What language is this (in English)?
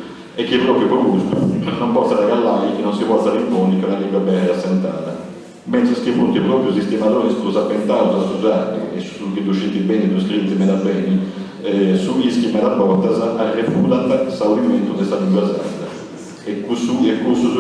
Sardinian